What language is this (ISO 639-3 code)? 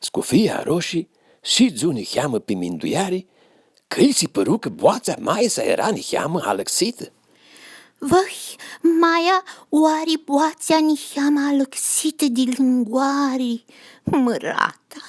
rup